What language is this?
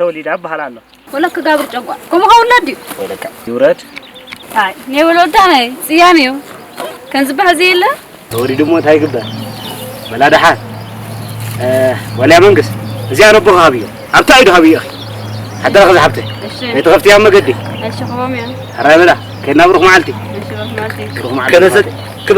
Tigrinya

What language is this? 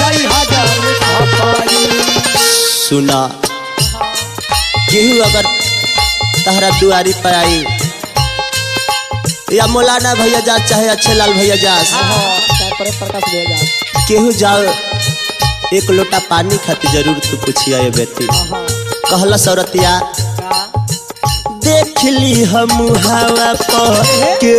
Bhojpuri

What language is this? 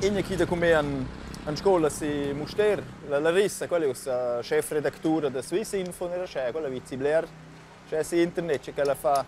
Romansh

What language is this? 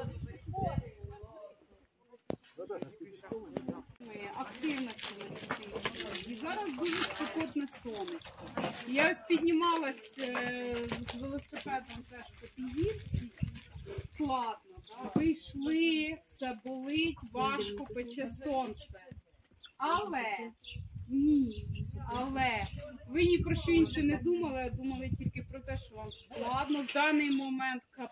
Ukrainian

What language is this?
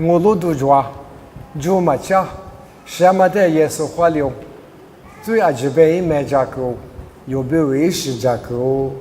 Lisu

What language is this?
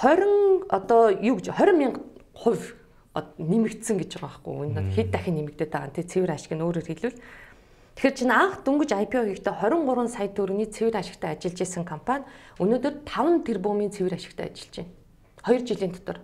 Mongolian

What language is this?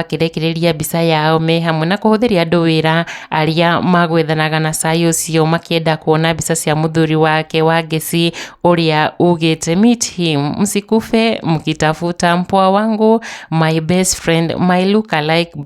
Kikuyu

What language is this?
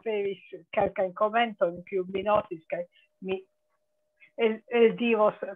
Esperanto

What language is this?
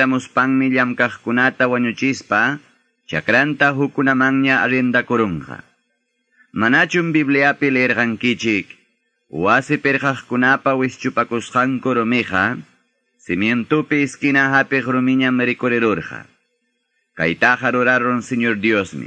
Quechua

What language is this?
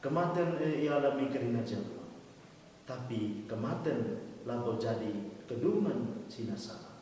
Batak Karo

